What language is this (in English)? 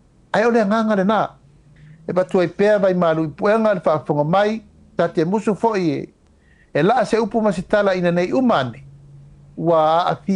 Samoan